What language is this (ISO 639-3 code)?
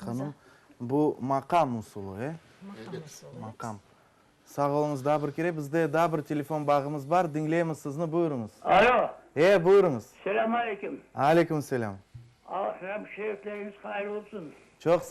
crh